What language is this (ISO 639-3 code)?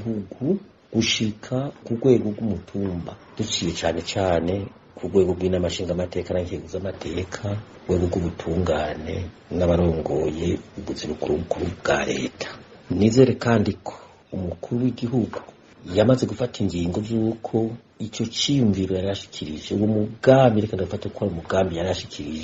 run